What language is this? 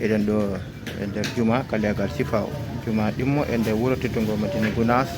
Fula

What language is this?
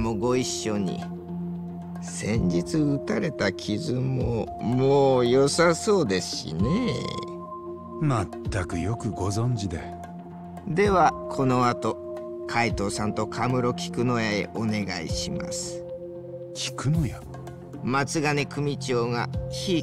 Japanese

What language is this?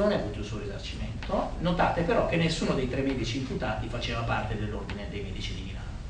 Italian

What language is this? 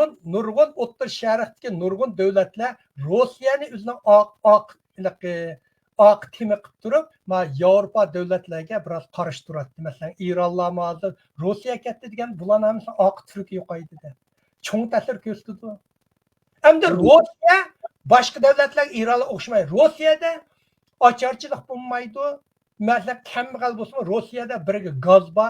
Uyghur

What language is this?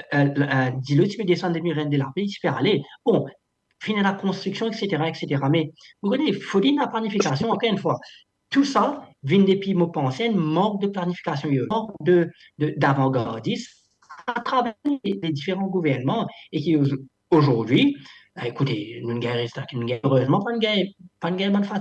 Morisyen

